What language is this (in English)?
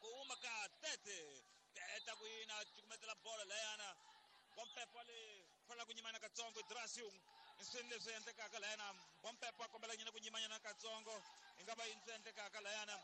Tsonga